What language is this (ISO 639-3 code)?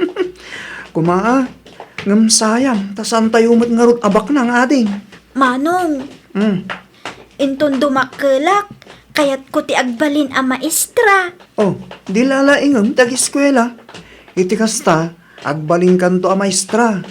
ilo